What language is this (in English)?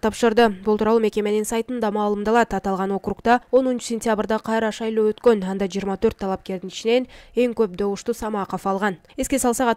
Kyrgyz